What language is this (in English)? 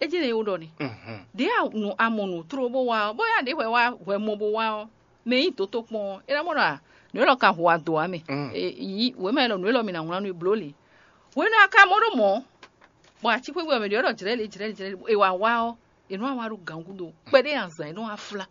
Fon